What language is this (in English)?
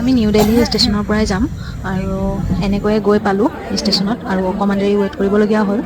Assamese